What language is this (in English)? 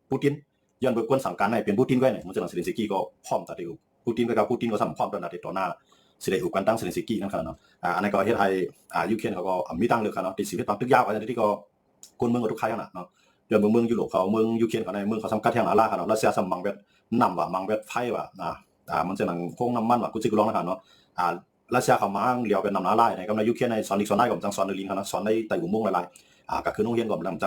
Shan